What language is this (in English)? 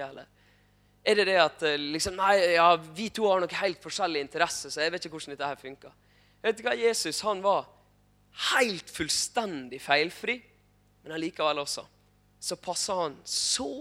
Norwegian